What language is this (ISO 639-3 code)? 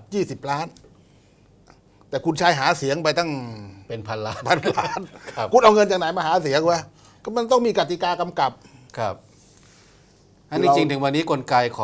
tha